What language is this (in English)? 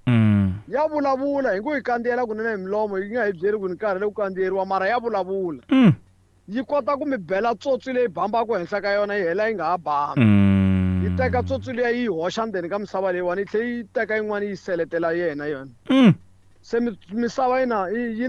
Tsonga